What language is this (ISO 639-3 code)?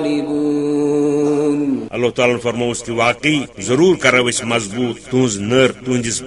kas